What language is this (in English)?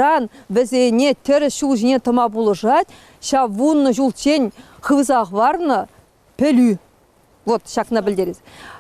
Chuvash